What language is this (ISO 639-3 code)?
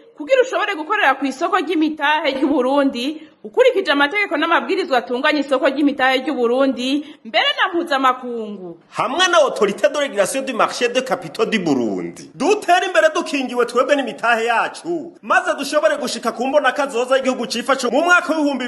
run